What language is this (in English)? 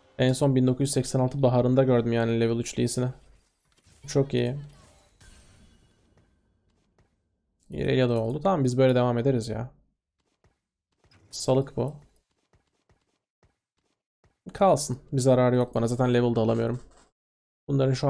Turkish